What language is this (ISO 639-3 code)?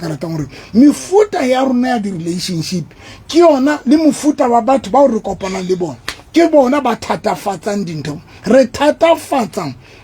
sot